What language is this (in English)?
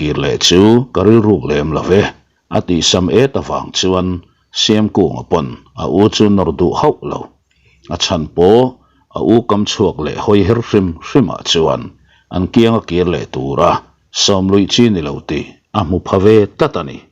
Mizo